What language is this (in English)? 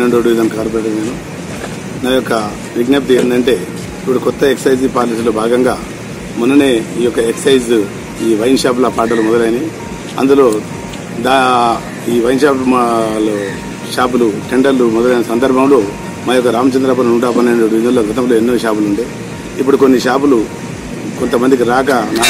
Telugu